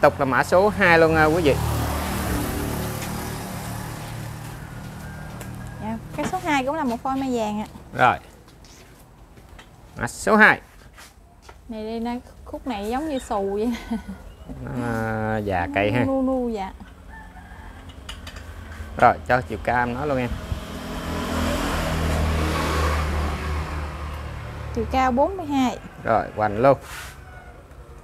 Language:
Vietnamese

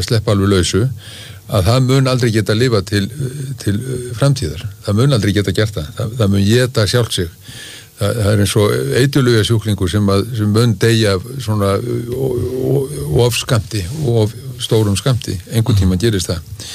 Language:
Icelandic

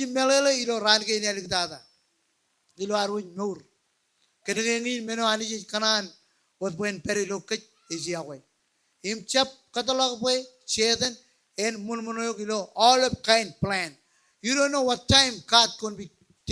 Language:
Marshallese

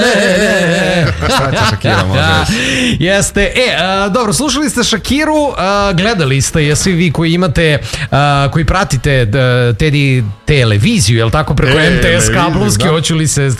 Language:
Serbian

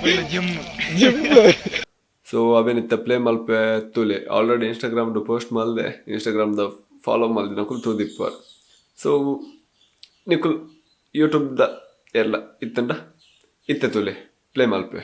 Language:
Tulu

